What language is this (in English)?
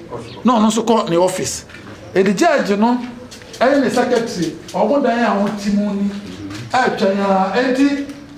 Akan